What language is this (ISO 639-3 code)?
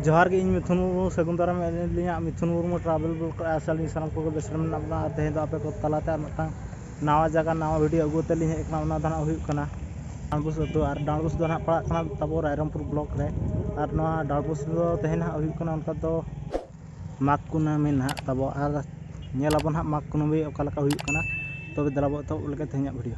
sat